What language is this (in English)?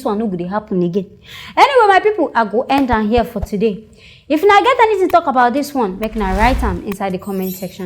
Nigerian Pidgin